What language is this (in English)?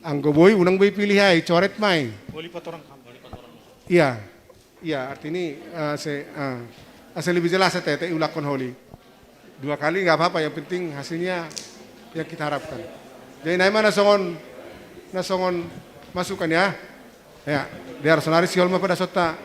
Batak Simalungun